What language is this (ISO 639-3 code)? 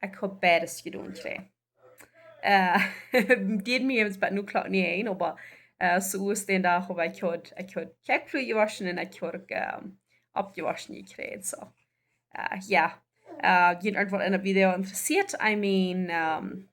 pdt